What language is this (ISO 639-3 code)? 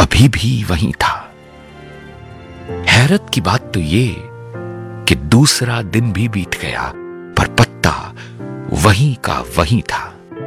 hin